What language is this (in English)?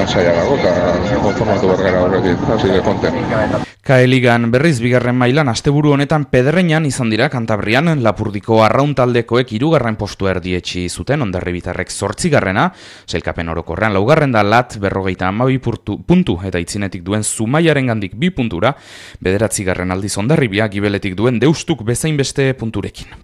Basque